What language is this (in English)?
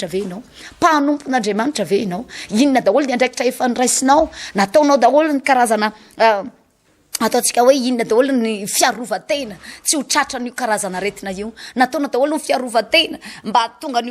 Malagasy